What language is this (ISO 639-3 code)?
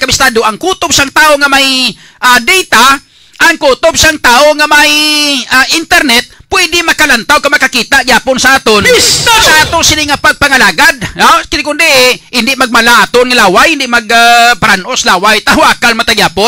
hil